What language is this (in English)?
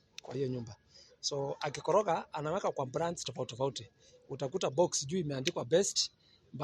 Swahili